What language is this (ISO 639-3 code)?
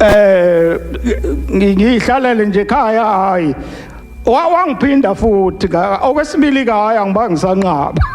zul